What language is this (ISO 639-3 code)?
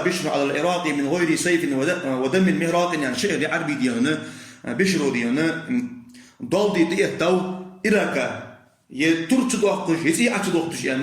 inh